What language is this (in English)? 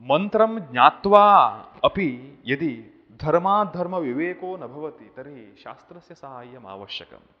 Sanskrit